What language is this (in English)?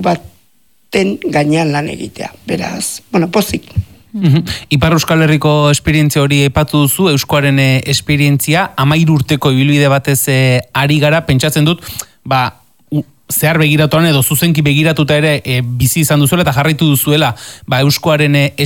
Basque